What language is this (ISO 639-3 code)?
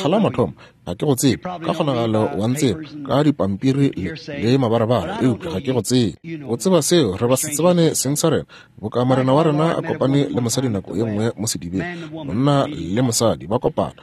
nso